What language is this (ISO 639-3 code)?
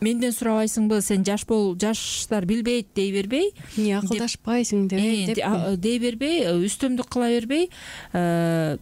kir